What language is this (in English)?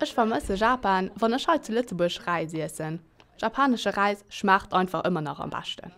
Luxembourgish